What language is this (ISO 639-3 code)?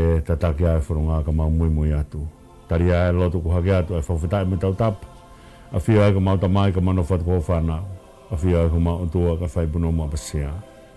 ton